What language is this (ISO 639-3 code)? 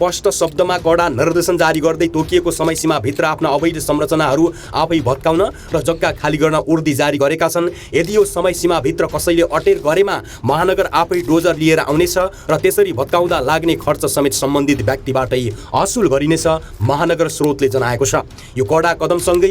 nep